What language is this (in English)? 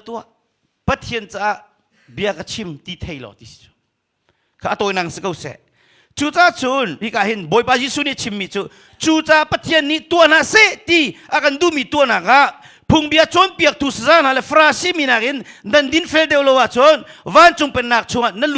Hakha Chin